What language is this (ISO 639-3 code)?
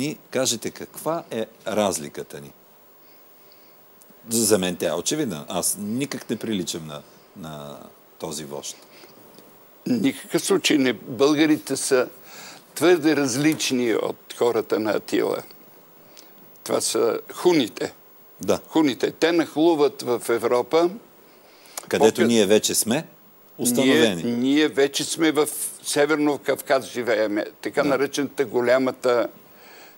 bul